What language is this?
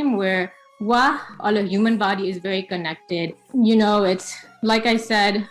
Newari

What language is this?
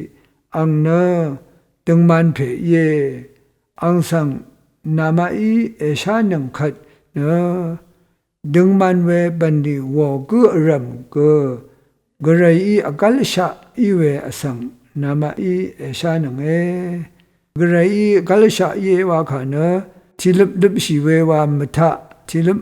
Rawang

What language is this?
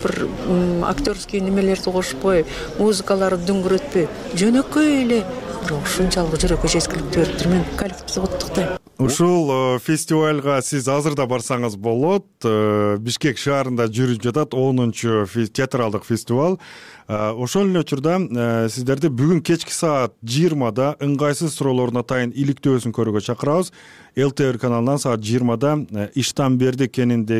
Kyrgyz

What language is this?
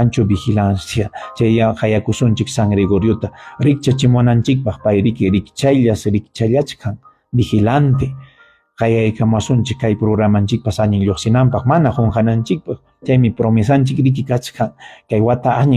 Ayacucho Quechua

